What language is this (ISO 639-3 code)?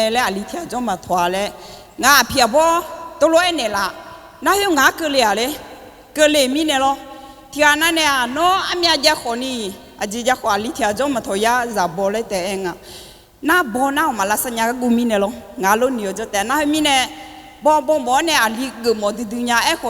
ahk